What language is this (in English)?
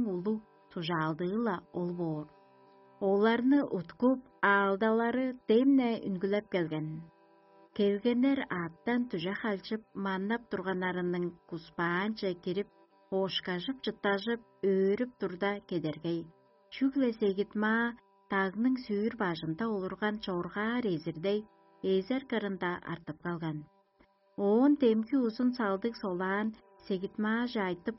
Tuvinian